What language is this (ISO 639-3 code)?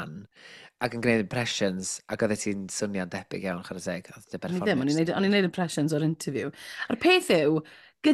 cym